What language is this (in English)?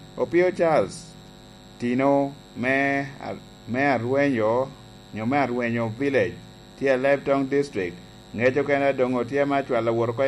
Lango (Uganda)